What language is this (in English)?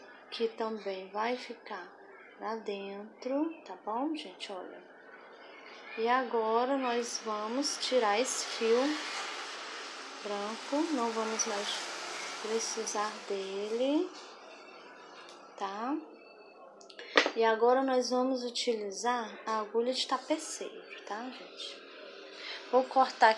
Portuguese